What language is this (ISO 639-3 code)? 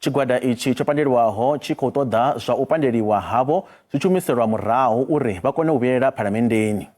ven